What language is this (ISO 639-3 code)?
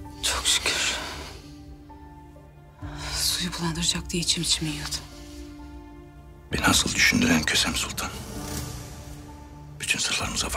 tur